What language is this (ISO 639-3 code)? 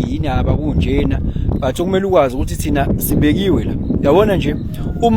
zul